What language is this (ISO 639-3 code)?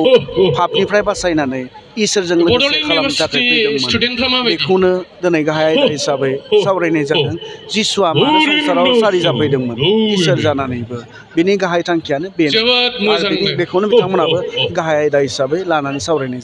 brx